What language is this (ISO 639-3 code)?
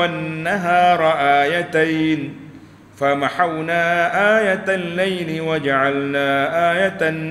msa